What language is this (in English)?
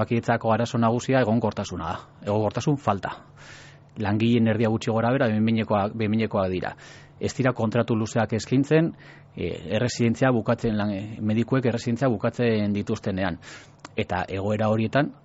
Basque